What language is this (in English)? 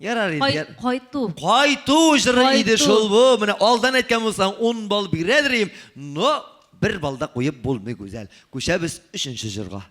Tatar